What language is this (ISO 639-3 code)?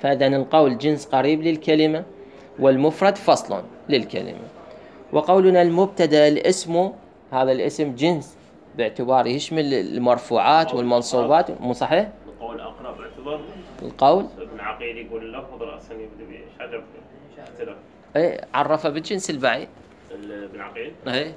acm